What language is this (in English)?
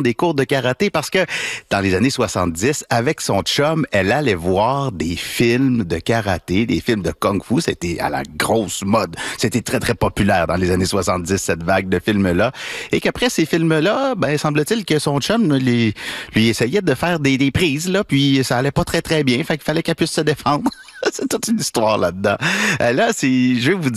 French